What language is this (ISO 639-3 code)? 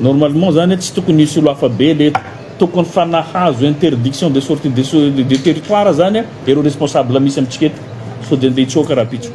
mlg